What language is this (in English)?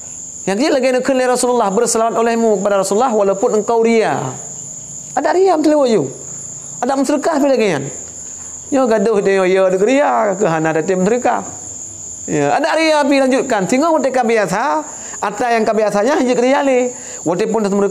Achinese